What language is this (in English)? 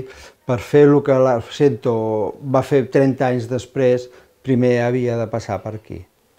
Catalan